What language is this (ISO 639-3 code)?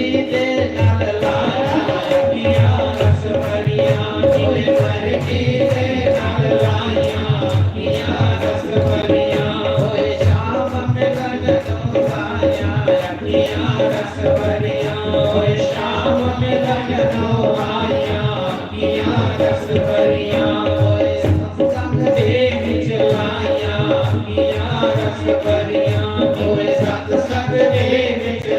doi